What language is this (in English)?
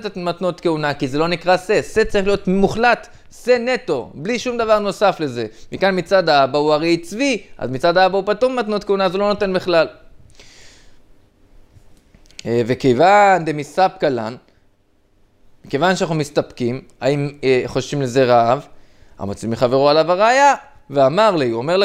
Hebrew